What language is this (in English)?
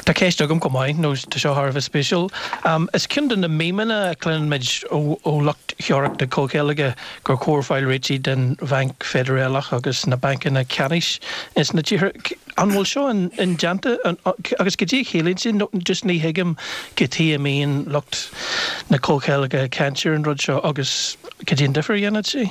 Irish